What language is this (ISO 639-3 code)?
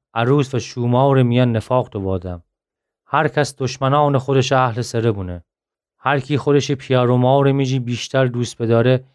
glk